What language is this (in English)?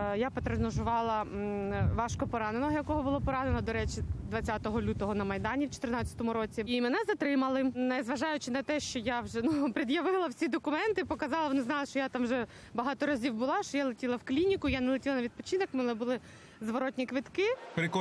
Ukrainian